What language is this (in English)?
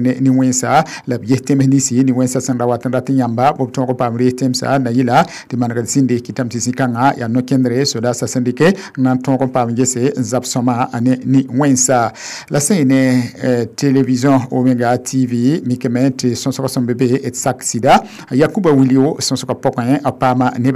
Mossi